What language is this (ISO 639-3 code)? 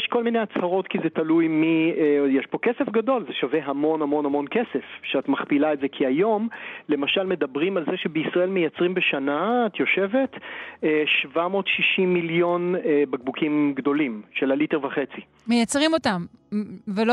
heb